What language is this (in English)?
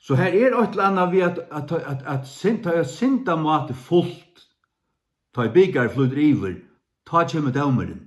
Faroese